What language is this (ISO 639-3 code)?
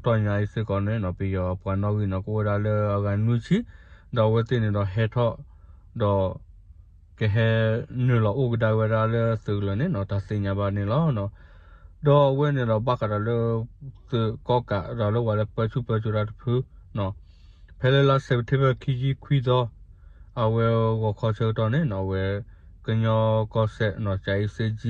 ksw